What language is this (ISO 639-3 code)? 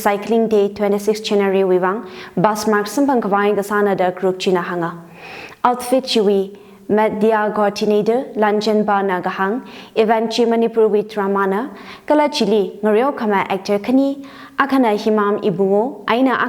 nmf